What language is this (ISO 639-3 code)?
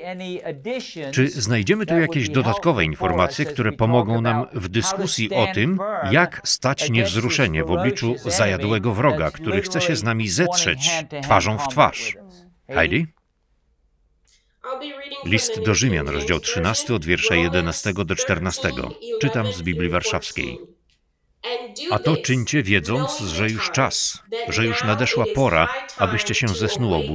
pol